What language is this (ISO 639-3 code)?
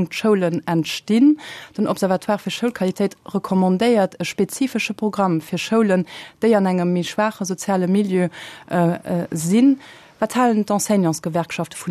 ltz